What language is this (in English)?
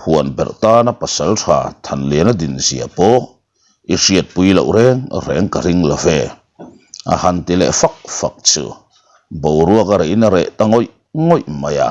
Mizo